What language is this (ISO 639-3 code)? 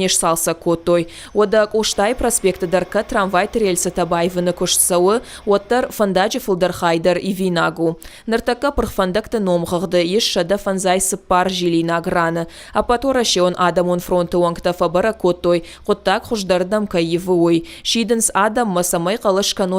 oss